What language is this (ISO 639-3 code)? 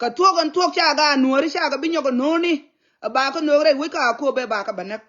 nus